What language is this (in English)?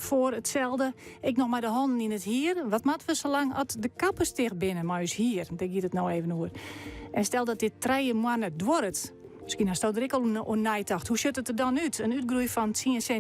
Western Frisian